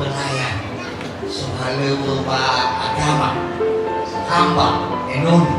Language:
Nias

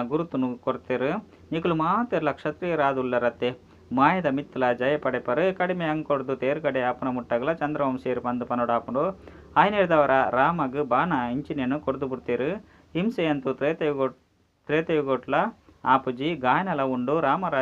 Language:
Tulu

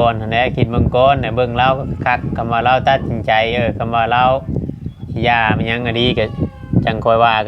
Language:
Northeastern Thai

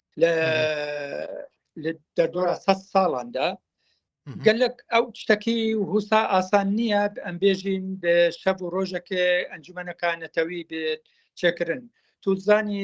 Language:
Kurdish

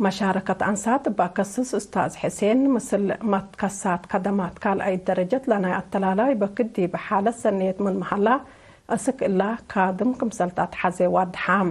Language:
Tigre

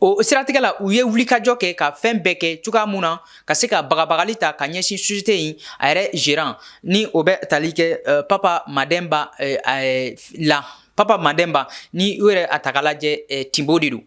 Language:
Bambara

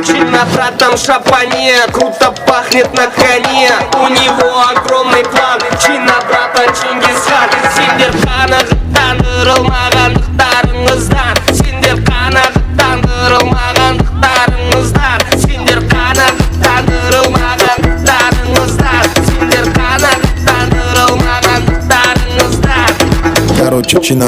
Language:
Kara-Kalpak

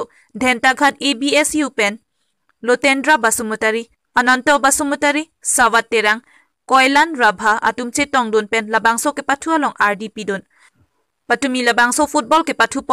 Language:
Karbi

